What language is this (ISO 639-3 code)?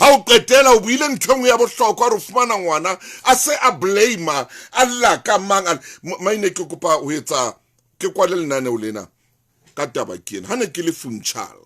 sot